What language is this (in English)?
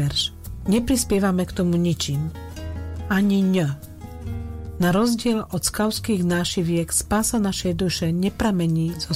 Slovak